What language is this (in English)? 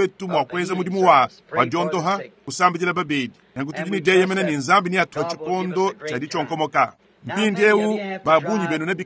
Luba-Lulua